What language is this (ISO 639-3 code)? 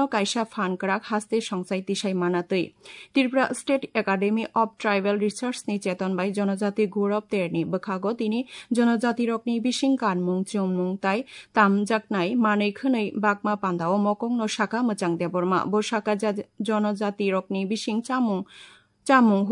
trp